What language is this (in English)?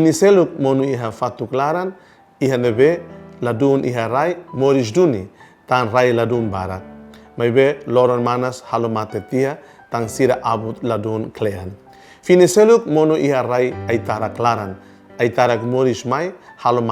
Tetum